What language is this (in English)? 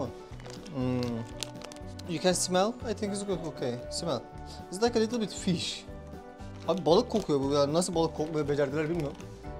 Turkish